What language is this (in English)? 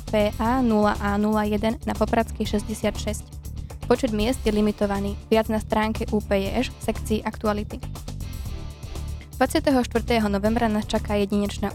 Slovak